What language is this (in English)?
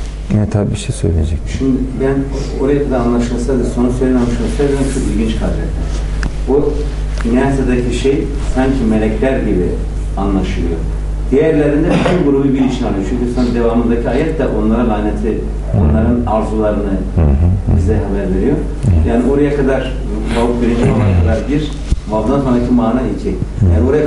Turkish